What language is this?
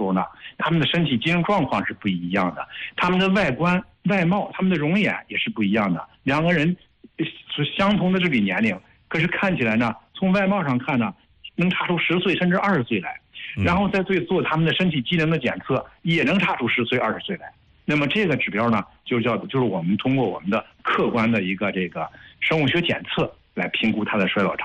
Chinese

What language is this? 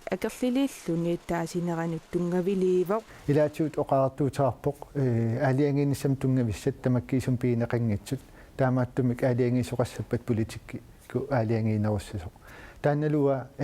Kalaallisut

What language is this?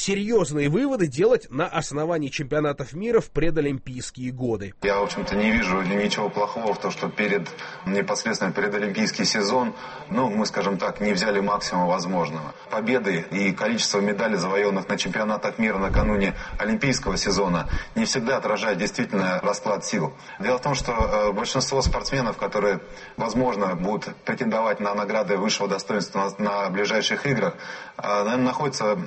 Russian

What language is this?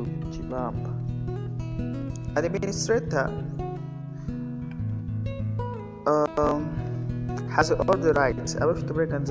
Kinyarwanda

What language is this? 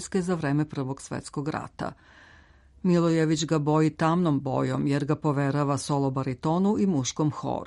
Serbian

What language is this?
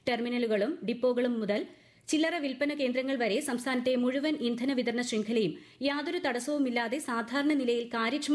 Malayalam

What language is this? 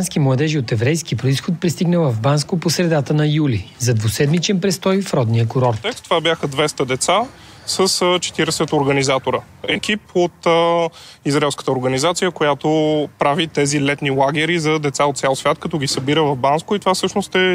Bulgarian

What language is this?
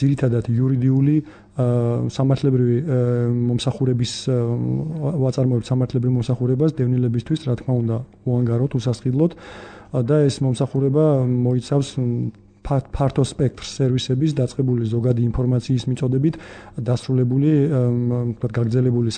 Georgian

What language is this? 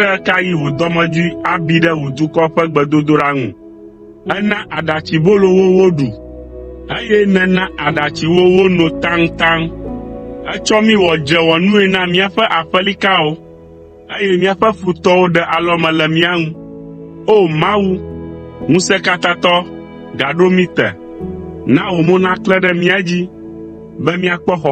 Ewe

